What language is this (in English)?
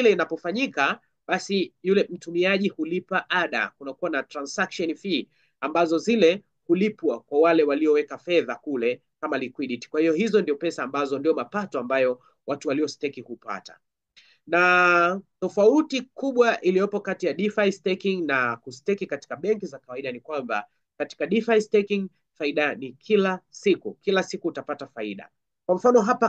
Swahili